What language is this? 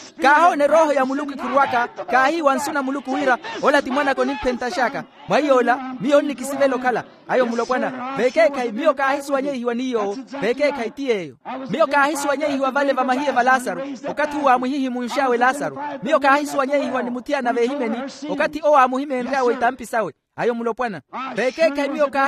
Makhuwa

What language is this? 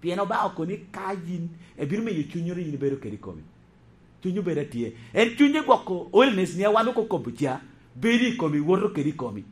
Lango (Uganda)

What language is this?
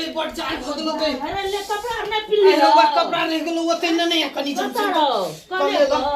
Maithili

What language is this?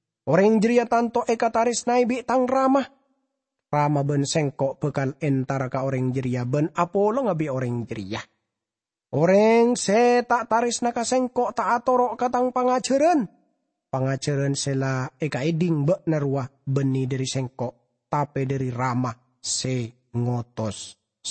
Madurese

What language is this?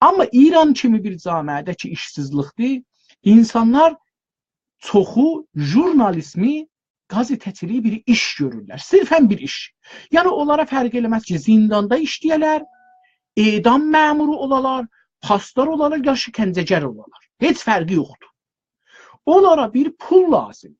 South Azerbaijani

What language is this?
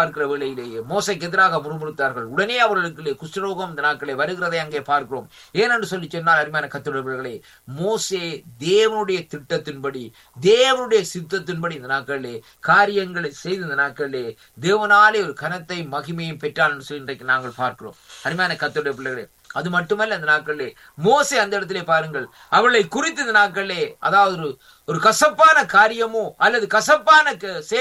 Tamil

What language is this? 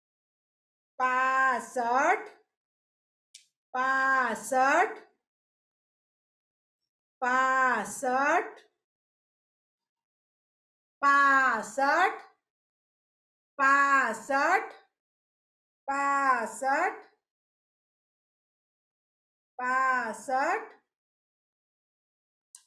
Gujarati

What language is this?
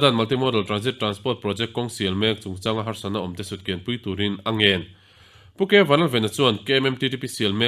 Mizo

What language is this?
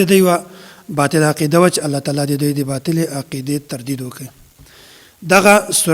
Pashto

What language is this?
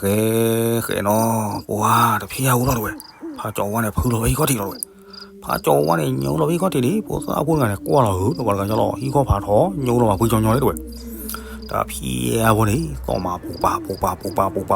S'gaw Karen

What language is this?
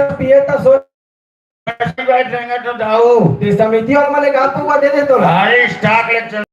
Chhattisgarhi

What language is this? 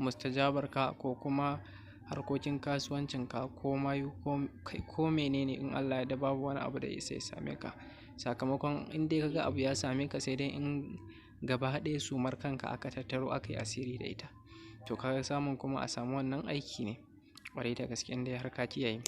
Hausa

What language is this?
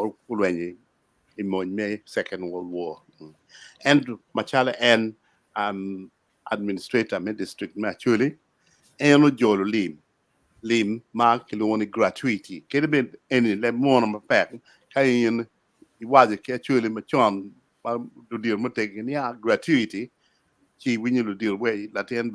Acoli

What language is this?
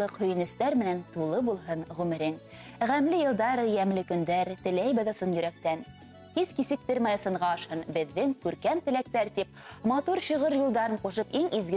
Bashkir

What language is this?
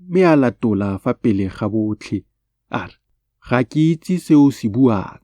Tswana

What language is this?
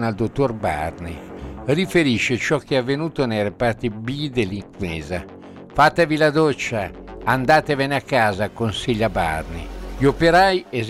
Italian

